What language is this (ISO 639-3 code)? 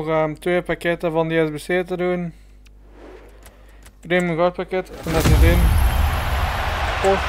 nld